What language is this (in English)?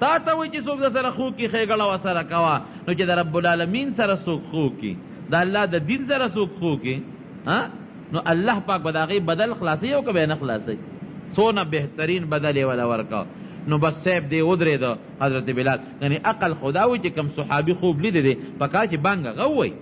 Pashto